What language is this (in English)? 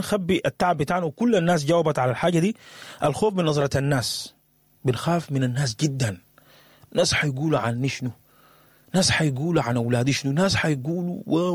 Sudanese Arabic